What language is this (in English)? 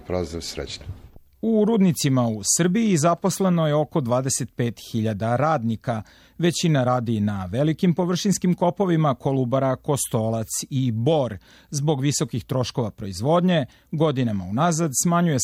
Serbian